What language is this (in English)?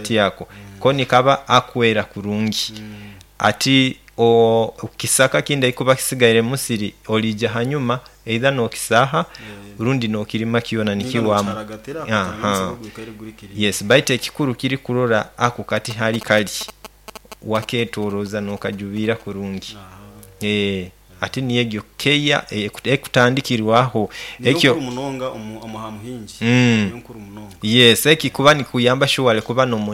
Nyoro